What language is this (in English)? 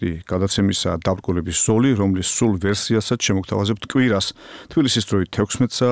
Georgian